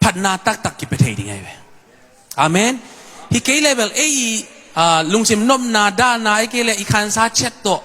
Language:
Tedim Chin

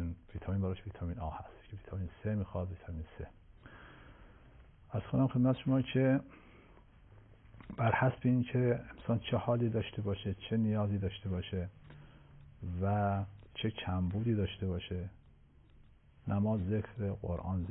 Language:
Persian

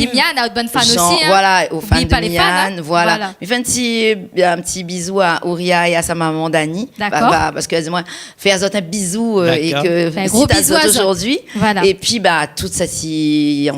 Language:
Réunion Creole French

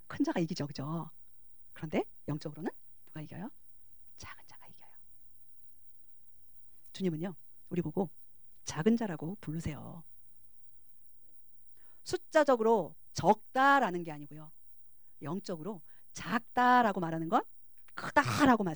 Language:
Korean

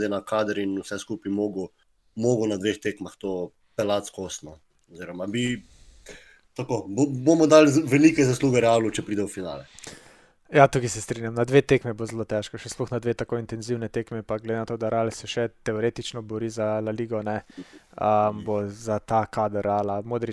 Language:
Slovenian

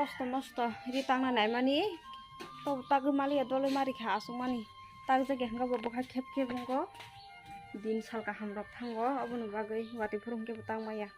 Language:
Kok Borok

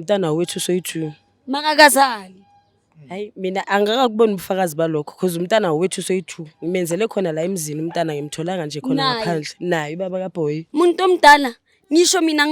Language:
Zulu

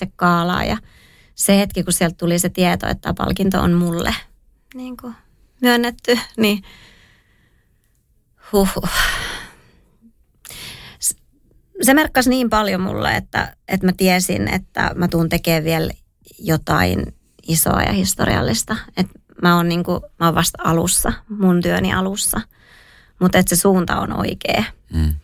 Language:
Finnish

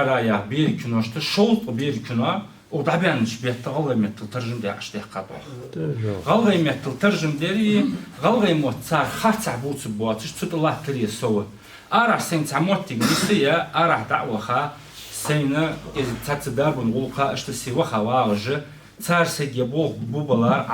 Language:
Ingush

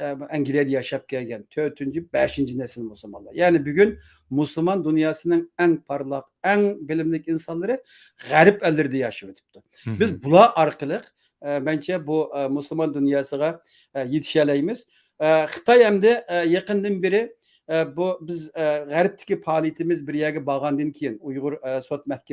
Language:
Uyghur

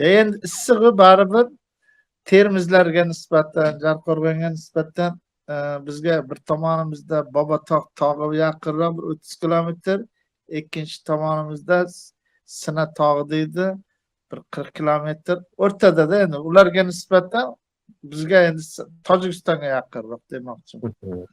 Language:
Uzbek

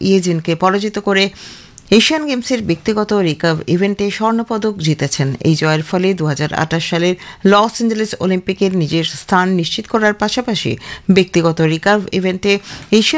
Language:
Bangla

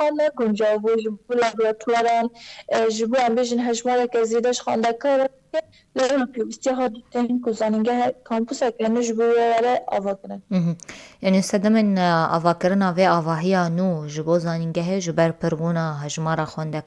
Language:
Kurdish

